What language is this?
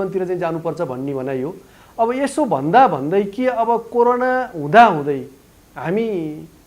Nepali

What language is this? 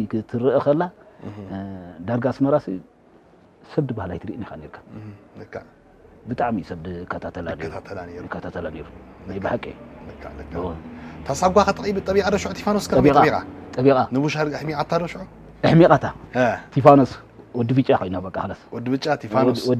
Tigrinya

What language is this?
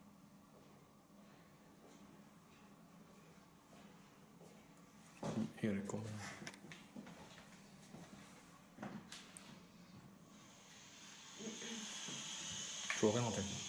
Swedish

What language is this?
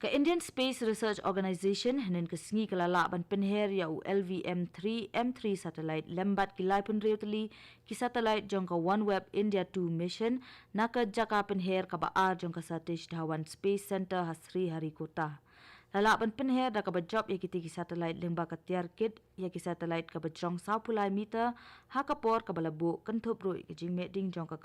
Khasi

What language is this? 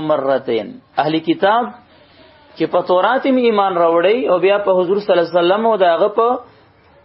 Pashto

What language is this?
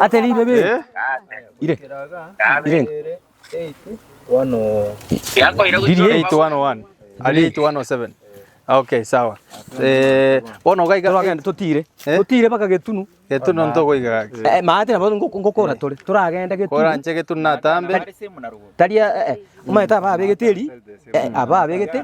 Gusii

